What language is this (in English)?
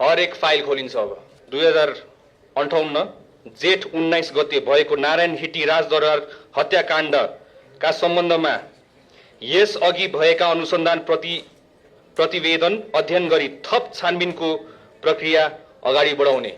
Nepali